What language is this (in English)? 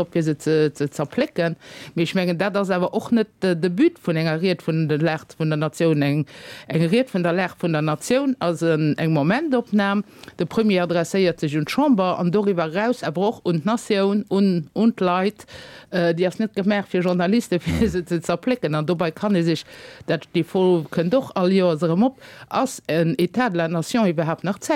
Luxembourgish